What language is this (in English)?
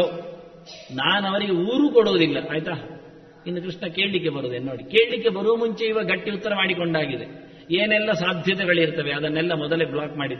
Kannada